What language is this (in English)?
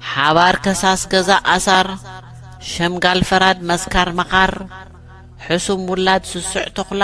Tigrinya